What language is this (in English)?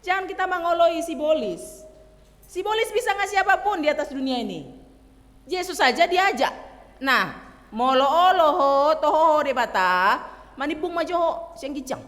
Batak Toba